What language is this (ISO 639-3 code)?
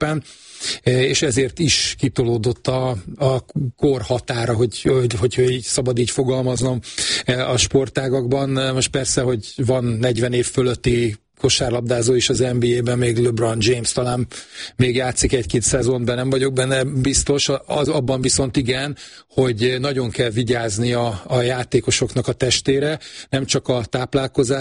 hun